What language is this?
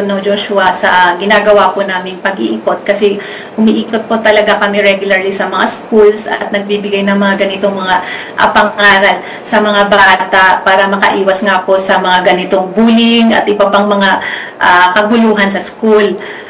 Filipino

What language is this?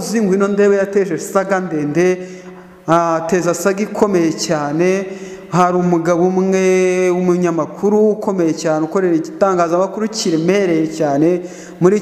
Kinyarwanda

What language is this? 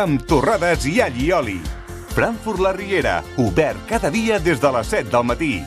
Catalan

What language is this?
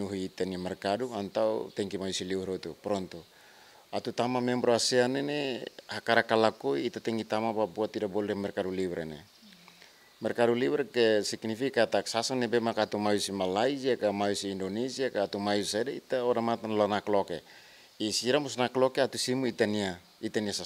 Tetum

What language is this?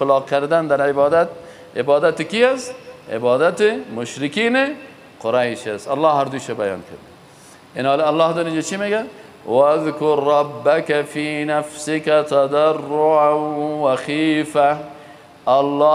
Persian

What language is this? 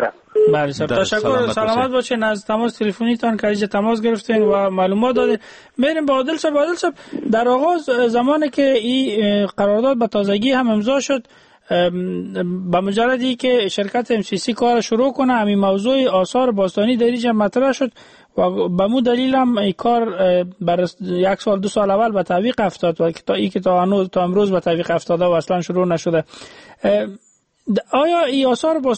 Persian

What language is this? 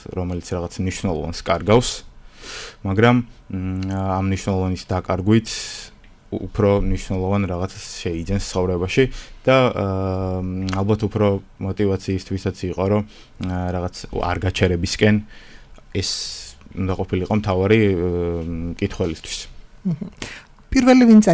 Georgian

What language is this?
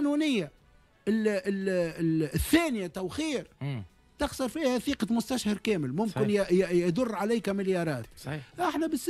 Tunisian Arabic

